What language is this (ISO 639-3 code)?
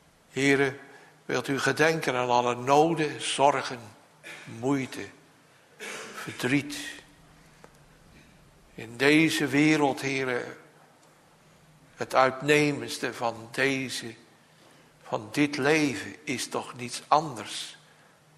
nld